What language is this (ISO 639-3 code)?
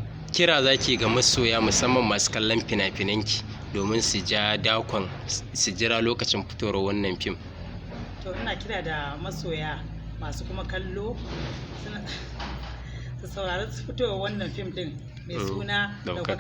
hau